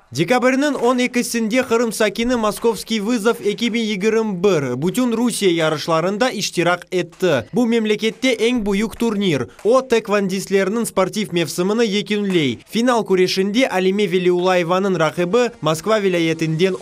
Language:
Crimean Tatar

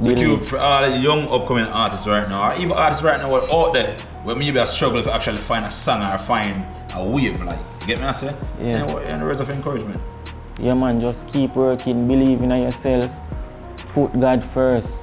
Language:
Jamaican Creole English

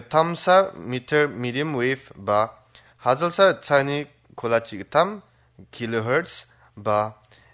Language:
Garo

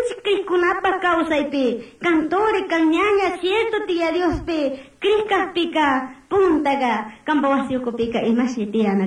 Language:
Chimborazo Highland Quichua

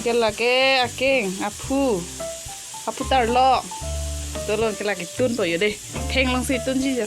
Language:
Karbi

